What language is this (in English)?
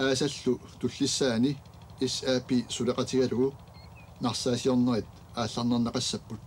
Kalaallisut